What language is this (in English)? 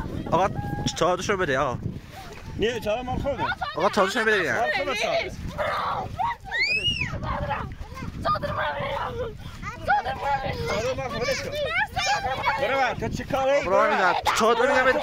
Persian